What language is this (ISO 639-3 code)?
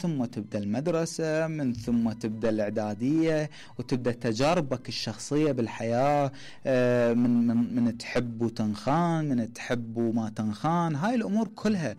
acm